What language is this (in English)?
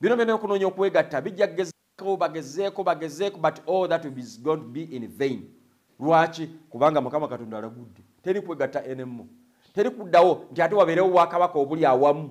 Ganda